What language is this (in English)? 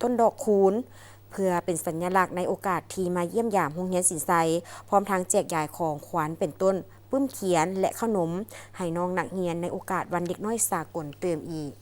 Lao